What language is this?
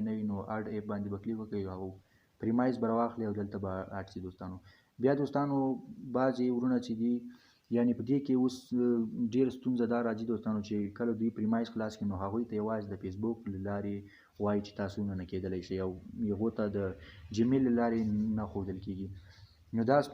Pashto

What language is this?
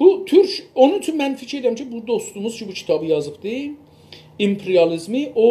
South Azerbaijani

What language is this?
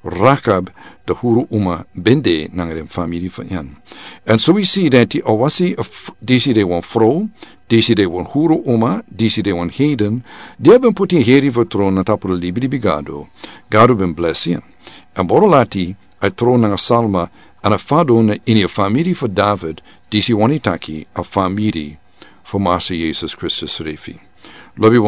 Sranan Tongo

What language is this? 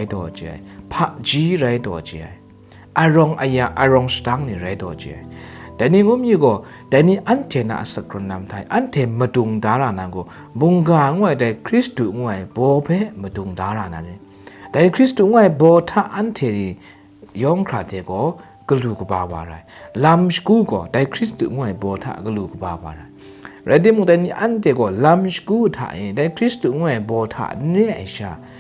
Kachin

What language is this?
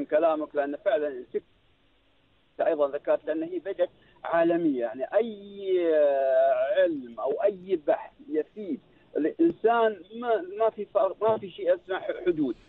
Arabic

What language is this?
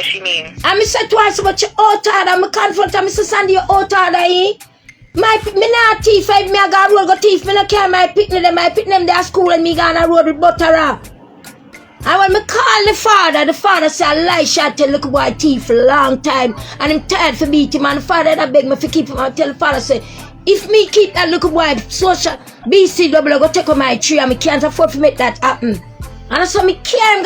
Jamaican Creole English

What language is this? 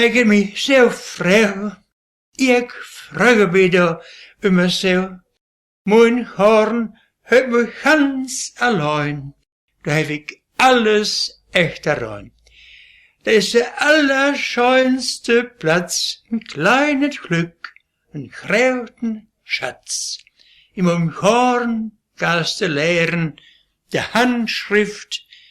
Westphalien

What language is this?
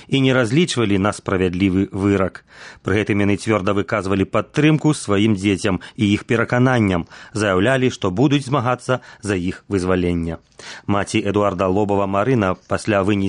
Belarusian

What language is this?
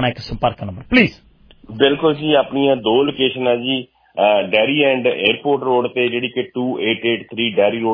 Punjabi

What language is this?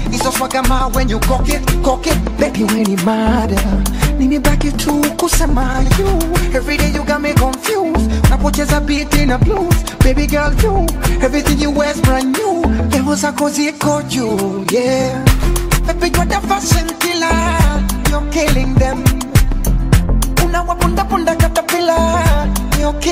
Swahili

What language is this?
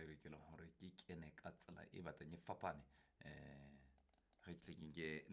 Southern Sotho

